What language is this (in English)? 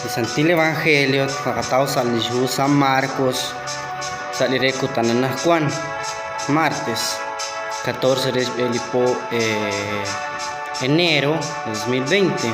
Kekchí